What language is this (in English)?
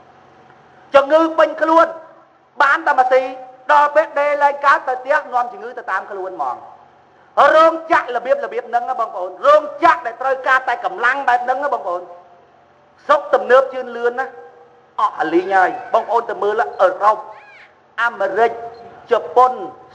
Khmer